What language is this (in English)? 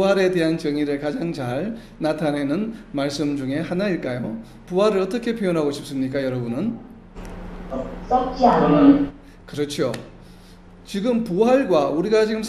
Korean